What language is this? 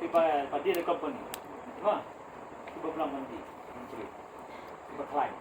Khasi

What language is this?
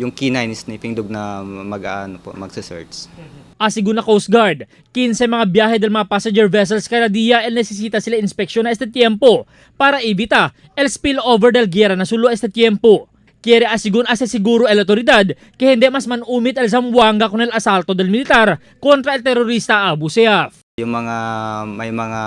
Chavacano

